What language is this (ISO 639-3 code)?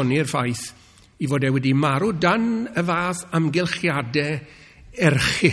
cym